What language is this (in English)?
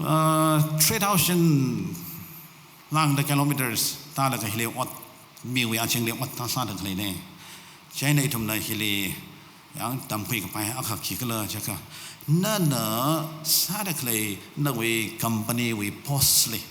Tangkhul Naga (India)